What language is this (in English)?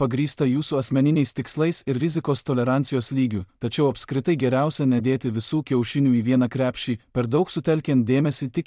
Lithuanian